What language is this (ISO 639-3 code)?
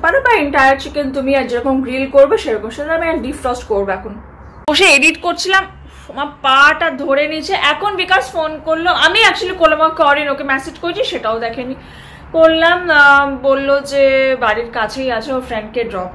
ben